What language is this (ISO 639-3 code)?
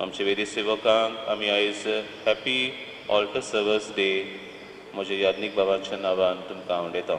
kok